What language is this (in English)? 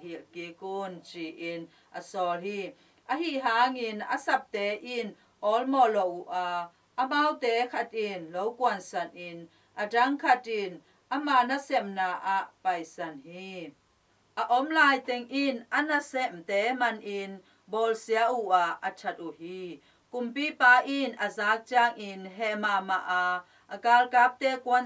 Tedim Chin